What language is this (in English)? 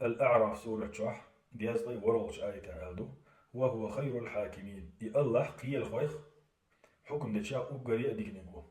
Chechen